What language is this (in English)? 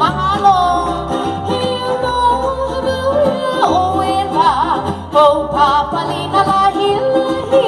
Hawaiian